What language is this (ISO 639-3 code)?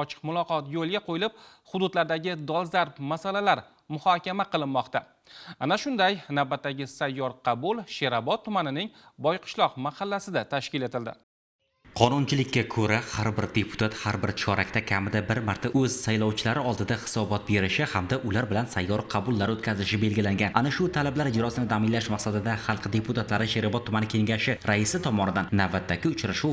uzb